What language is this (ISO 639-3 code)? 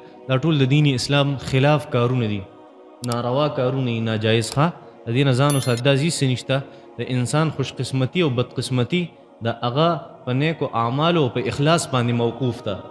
pus